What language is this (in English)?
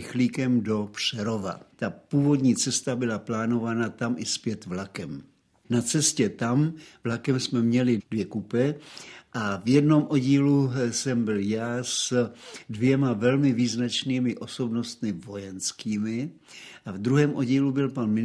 Czech